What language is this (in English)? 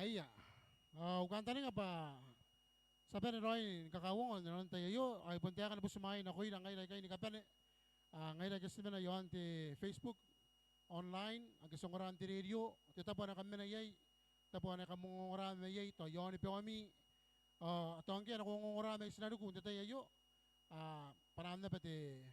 Gilbertese